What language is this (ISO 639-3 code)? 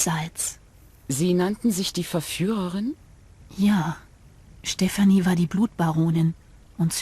bar